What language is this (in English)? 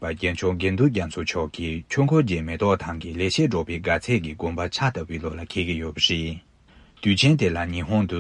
Tibetan